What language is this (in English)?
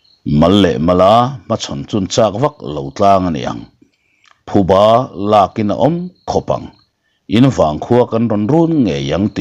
Mizo